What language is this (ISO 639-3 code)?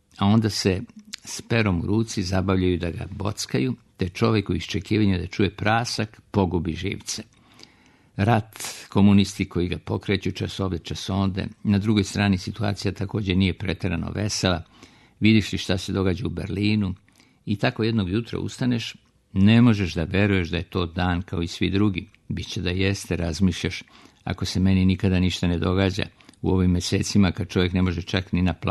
srp